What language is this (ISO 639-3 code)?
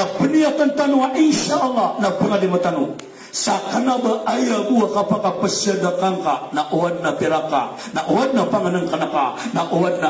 mrw